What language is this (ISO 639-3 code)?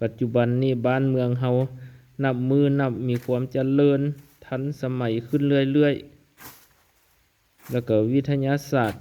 lao